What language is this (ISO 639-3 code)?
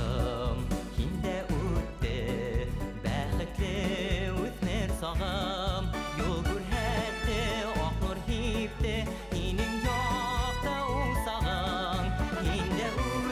bak